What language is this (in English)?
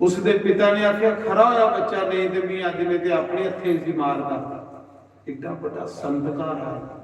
Dogri